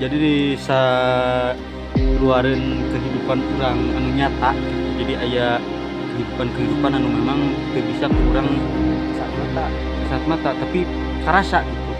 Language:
Sundanese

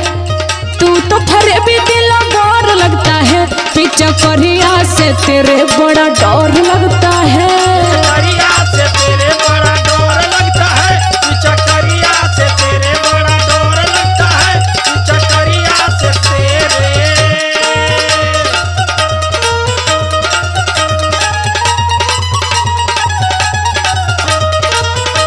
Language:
Bhojpuri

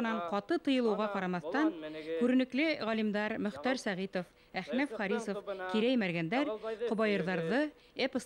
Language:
Bashkir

